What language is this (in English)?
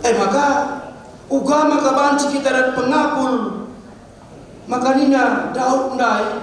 Batak Karo